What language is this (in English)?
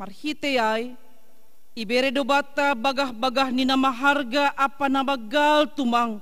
Batak Simalungun